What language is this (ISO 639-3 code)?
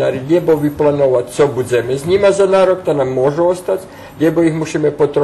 rue